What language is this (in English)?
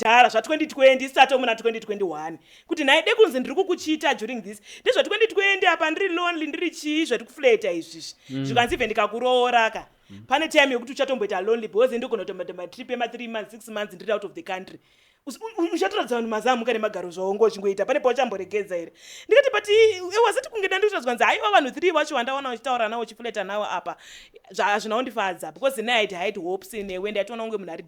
Shona